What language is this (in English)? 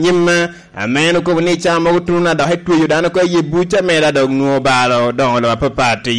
Lango (Uganda)